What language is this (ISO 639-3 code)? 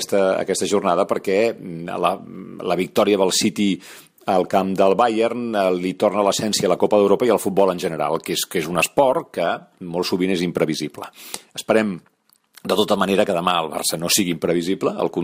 cat